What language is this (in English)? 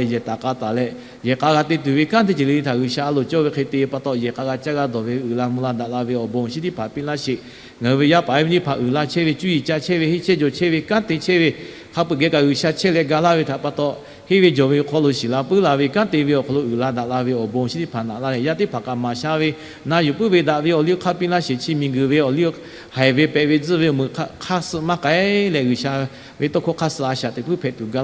Lahu